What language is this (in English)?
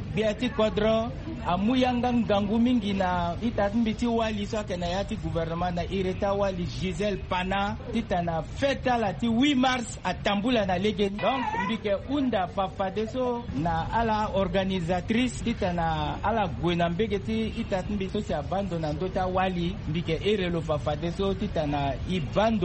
Sango